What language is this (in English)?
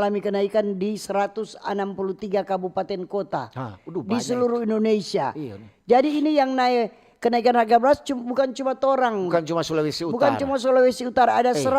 Manado Malay